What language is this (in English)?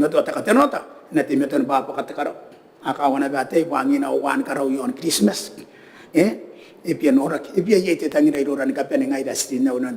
Gilbertese